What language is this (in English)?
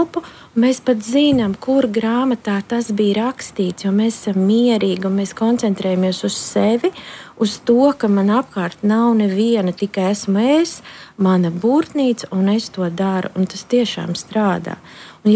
Latvian